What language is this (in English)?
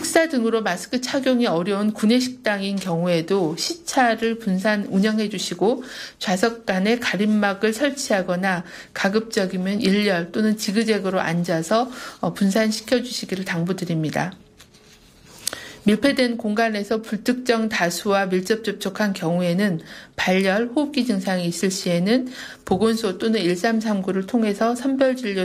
Korean